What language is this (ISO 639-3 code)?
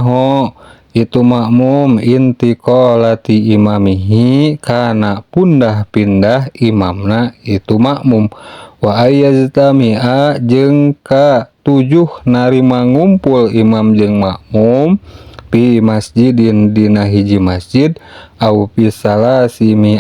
sun